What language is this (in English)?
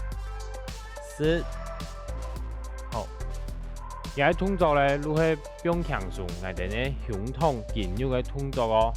Hakka Chinese